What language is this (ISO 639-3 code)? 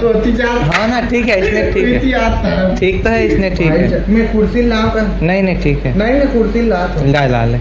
hne